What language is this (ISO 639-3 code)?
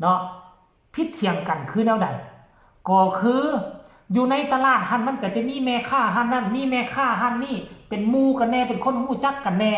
lao